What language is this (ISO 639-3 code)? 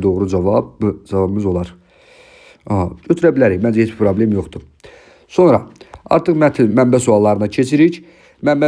aze